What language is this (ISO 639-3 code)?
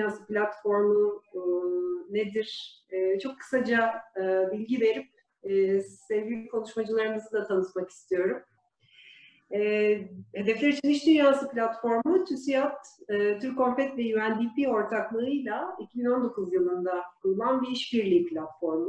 tur